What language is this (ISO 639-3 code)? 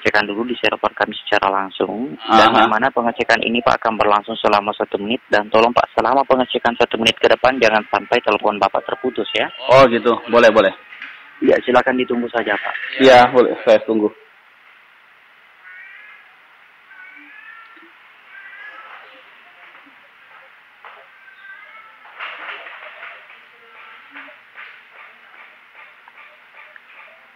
ind